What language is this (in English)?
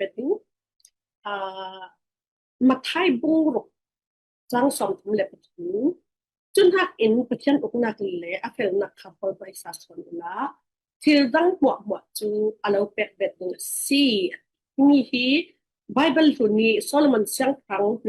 Falam Chin